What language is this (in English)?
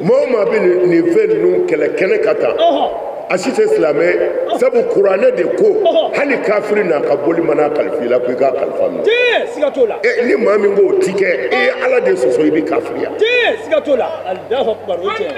Bambara